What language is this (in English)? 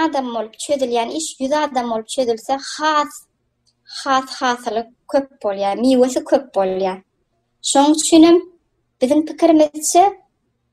Turkmen